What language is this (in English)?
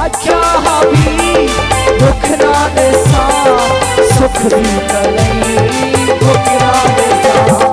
Saraiki